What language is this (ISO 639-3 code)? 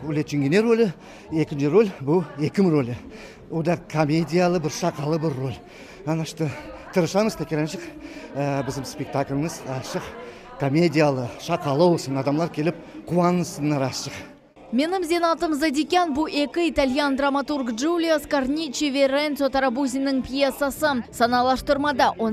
crh